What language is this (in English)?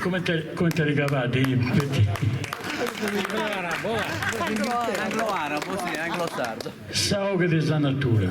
Sardinian